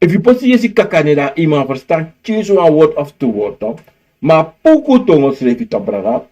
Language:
Sranan Tongo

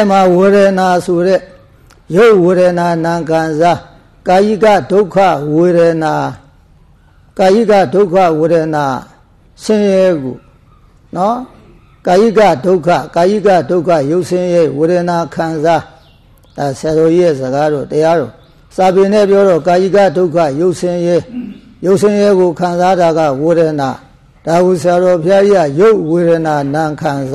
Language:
Burmese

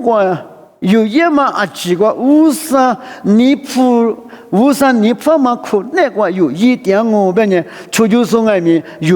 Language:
Lisu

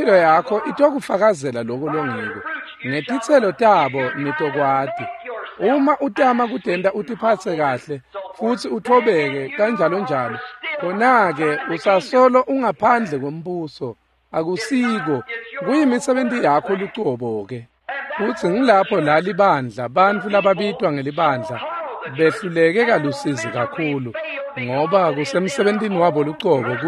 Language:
Swati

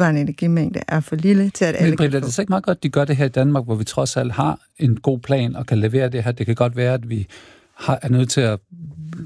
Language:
Danish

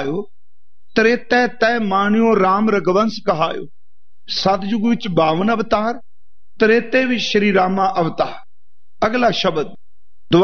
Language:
Punjabi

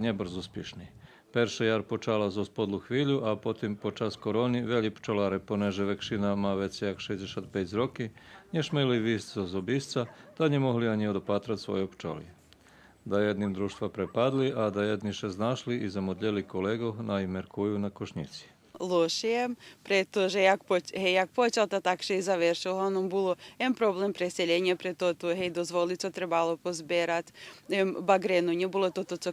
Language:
Rusyn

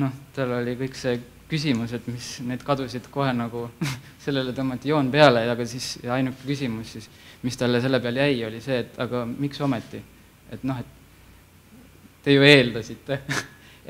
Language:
Estonian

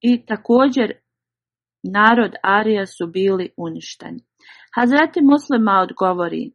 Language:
Bosnian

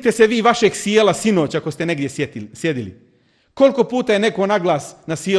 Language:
Bosnian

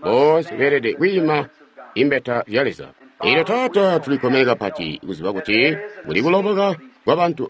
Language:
Tonga (Zambia)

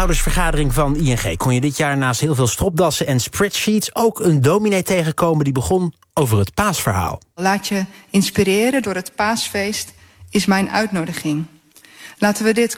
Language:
Dutch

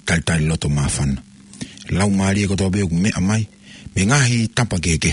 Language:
Tongan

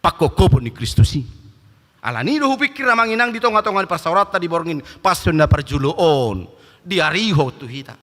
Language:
Batak Toba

